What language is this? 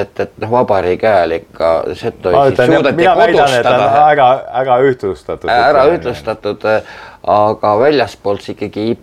Estonian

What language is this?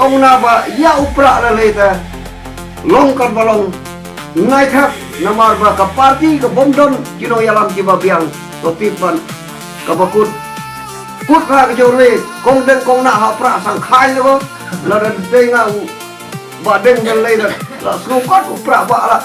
Khasi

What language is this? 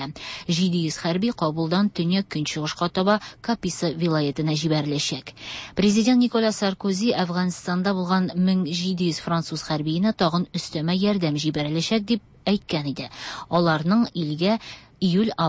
Tatar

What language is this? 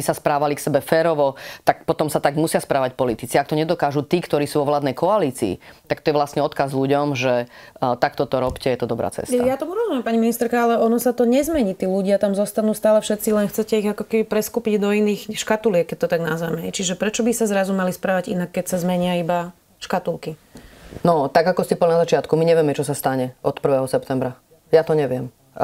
Slovak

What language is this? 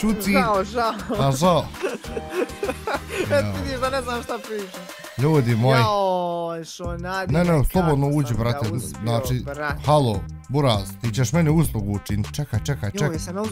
Bosnian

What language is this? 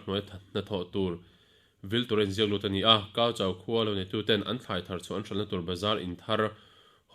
Mizo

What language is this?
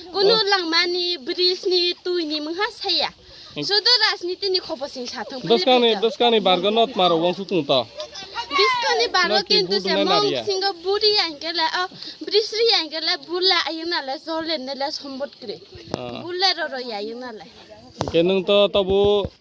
Kok Borok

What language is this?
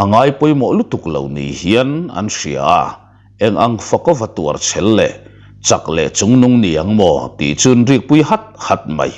Mizo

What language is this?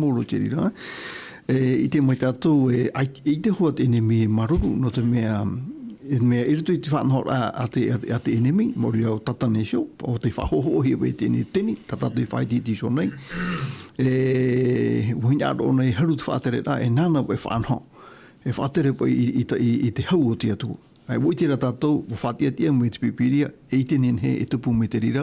Tahitian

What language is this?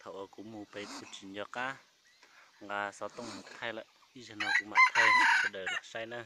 Hmong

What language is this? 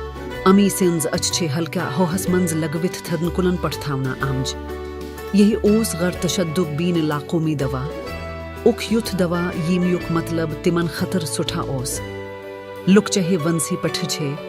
Kashmiri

